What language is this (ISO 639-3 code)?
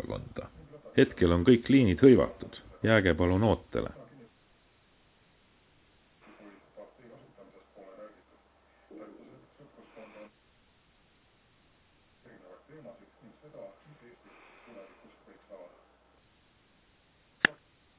est